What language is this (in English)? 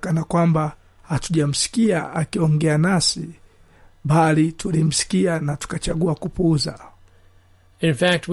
Swahili